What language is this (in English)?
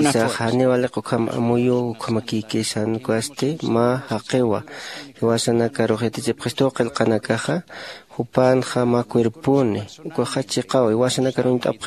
Aymara